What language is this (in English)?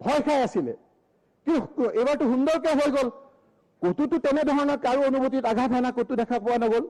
Assamese